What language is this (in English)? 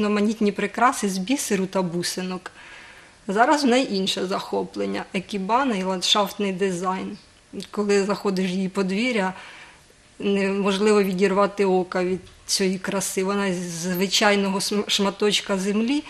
Ukrainian